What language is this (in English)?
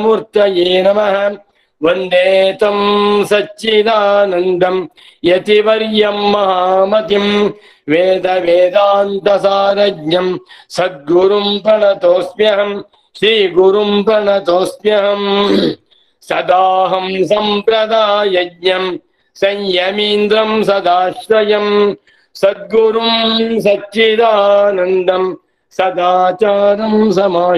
Sanskrit